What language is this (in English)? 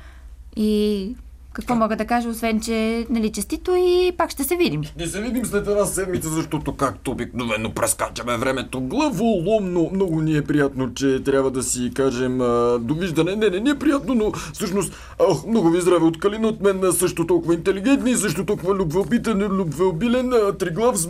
Bulgarian